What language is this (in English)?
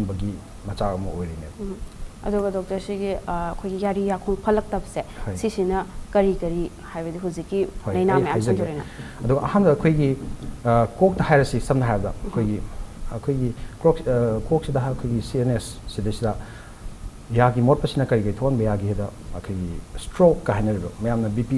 Manipuri